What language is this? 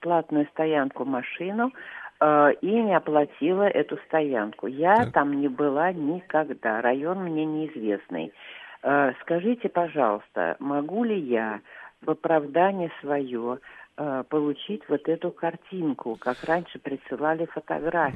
Russian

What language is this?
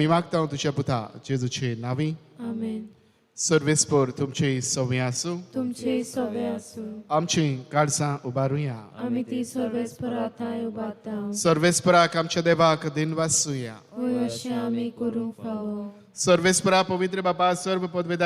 Konkani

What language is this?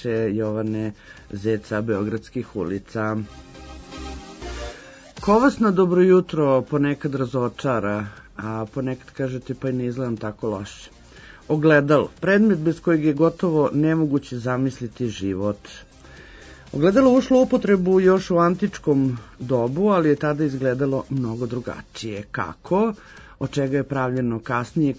Serbian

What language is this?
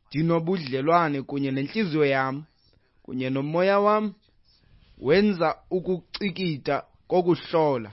Xhosa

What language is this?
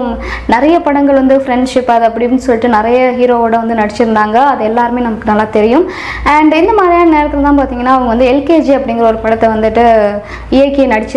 Tamil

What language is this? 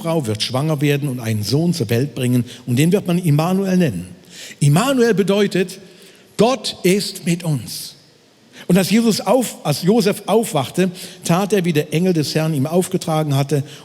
Swiss German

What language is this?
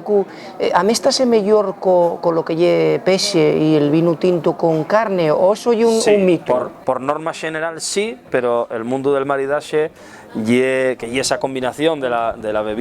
Asturian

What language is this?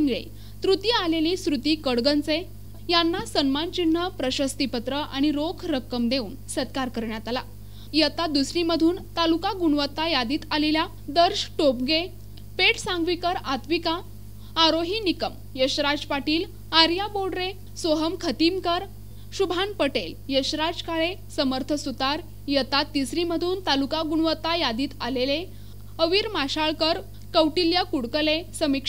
Marathi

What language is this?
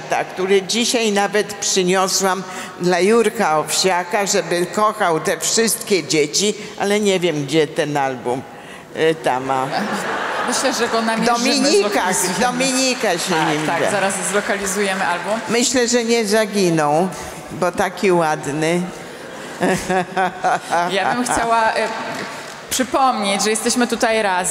Polish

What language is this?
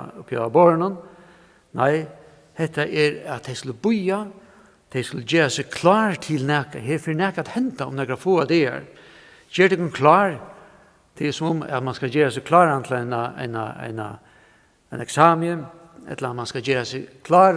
Faroese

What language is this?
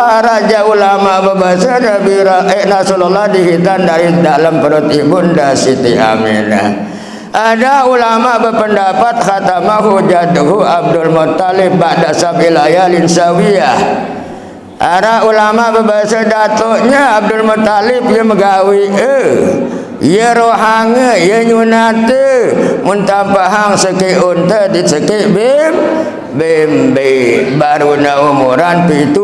Sasak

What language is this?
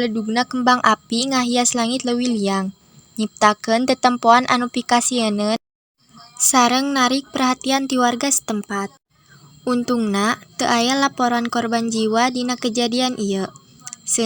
Sundanese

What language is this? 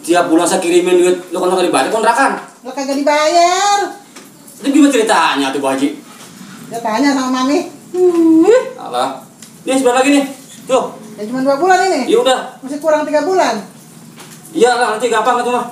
Betawi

